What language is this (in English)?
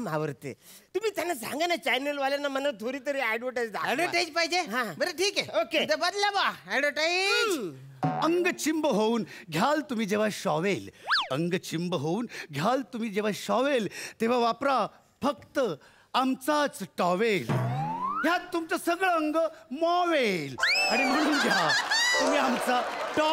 Marathi